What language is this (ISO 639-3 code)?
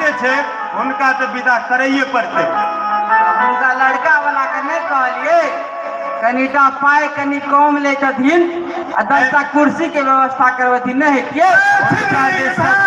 mai